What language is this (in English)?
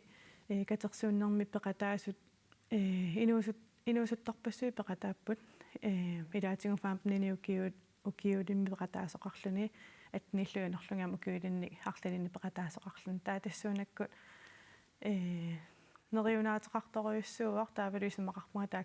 Kalaallisut